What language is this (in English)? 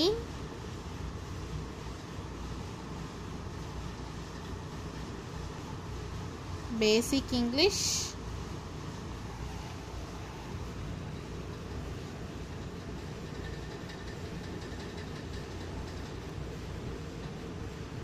Tamil